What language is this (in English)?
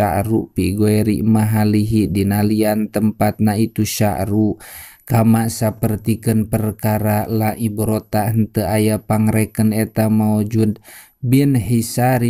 Sundanese